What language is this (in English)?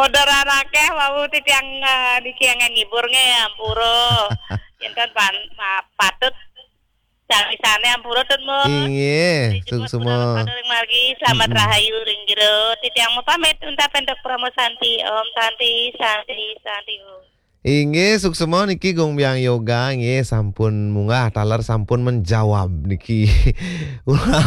Balinese